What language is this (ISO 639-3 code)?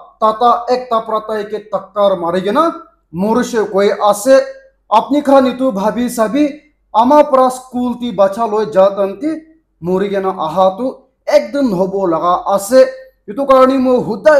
nag